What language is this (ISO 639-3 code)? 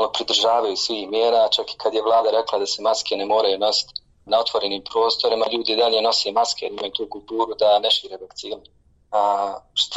bos